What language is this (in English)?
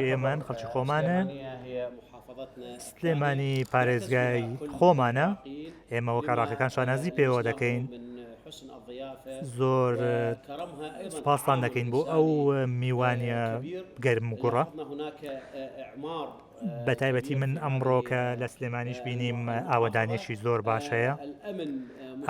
Central Kurdish